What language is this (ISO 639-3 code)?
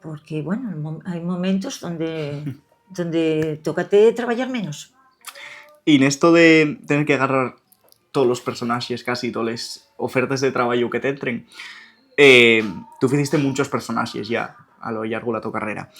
ast